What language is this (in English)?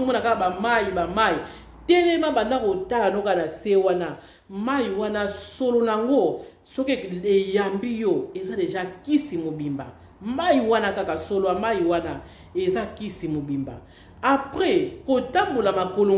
Lingala